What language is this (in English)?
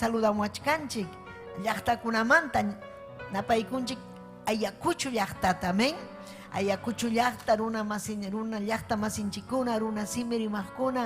Ayacucho Quechua